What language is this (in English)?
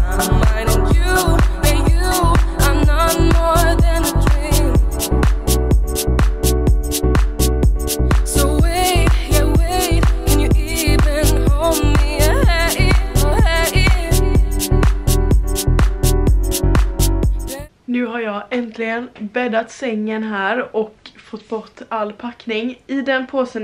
Swedish